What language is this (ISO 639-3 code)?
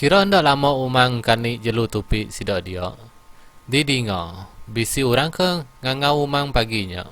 iba